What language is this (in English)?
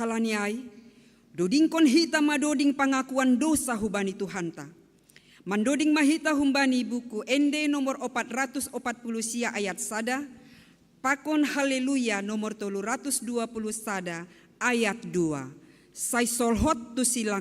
Batak Simalungun